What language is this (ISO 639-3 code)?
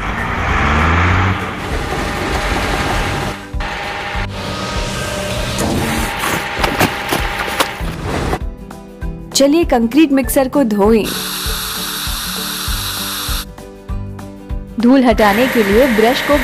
hin